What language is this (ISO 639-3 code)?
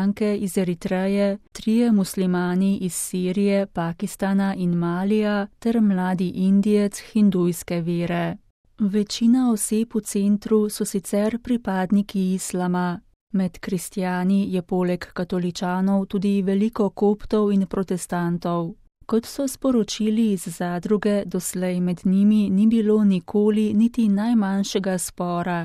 slv